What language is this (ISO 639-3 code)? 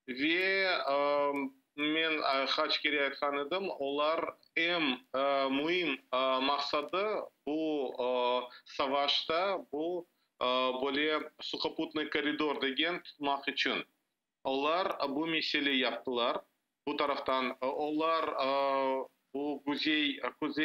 crh